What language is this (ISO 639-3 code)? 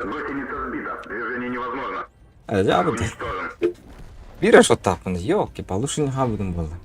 sah